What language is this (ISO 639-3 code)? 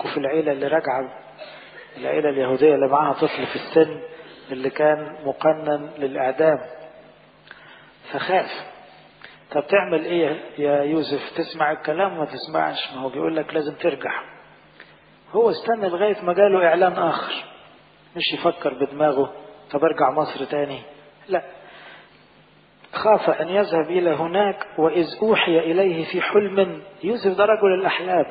arz